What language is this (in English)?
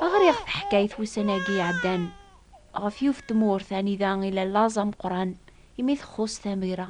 Kabyle